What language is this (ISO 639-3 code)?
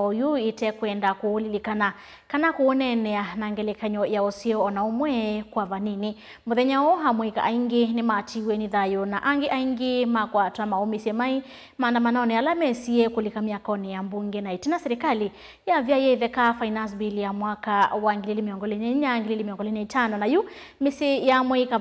kam